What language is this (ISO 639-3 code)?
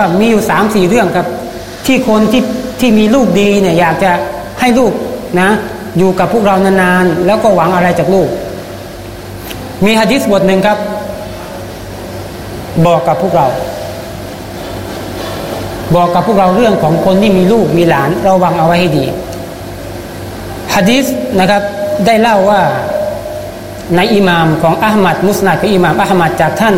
tha